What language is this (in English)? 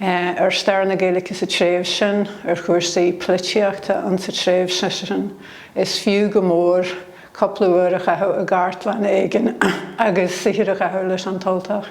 Irish